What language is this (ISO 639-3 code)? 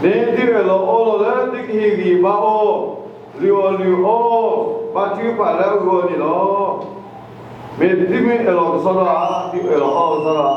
ksw